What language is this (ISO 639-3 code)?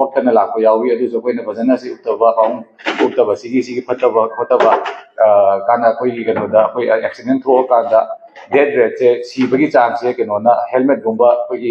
mni